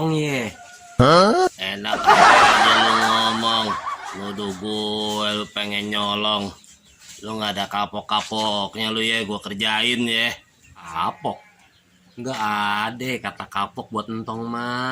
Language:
Betawi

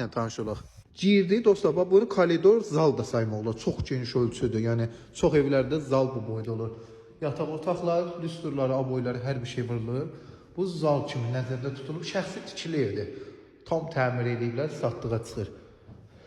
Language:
Azerbaijani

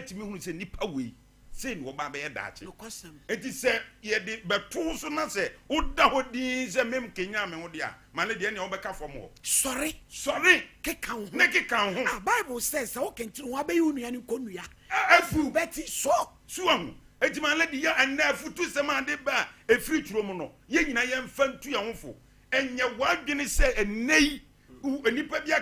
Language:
Akan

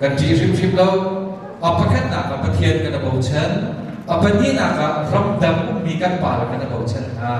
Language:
Hakha Chin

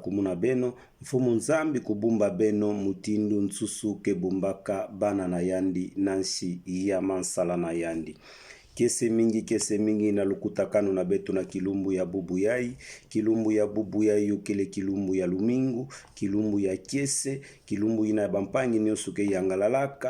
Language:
Kituba (Democratic Republic of Congo)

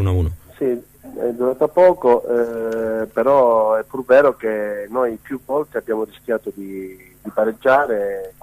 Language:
Italian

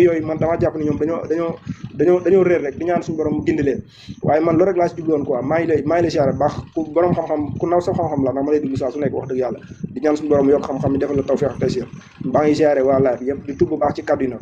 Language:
Wolof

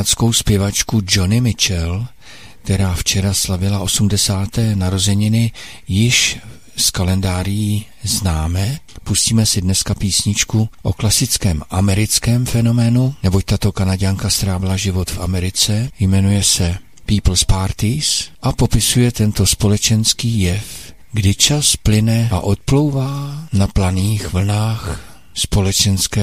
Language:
Czech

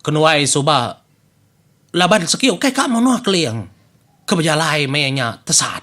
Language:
Iban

